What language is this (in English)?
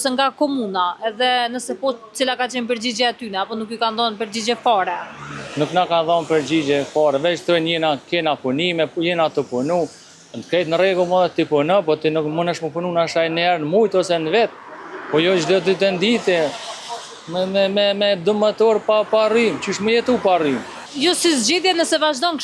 Albanian